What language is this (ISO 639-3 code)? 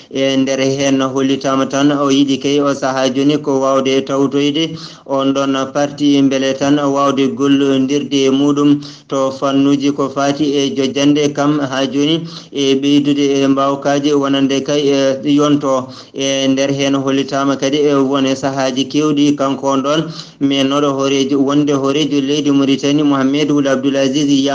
ful